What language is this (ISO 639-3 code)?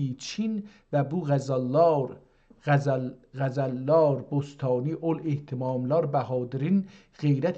azb